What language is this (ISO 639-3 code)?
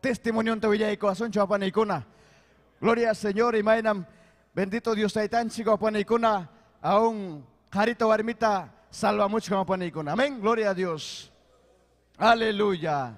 quy